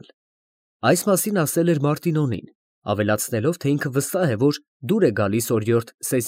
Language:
Armenian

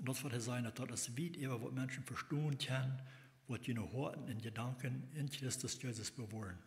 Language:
Plautdietsch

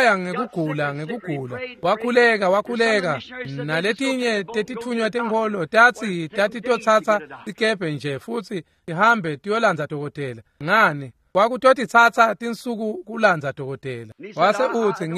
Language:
Swati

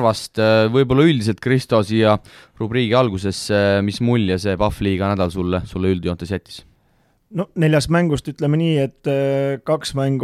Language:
Estonian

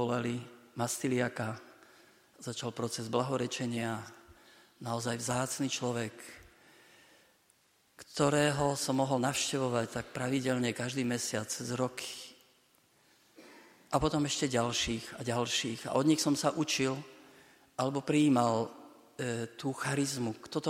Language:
Slovak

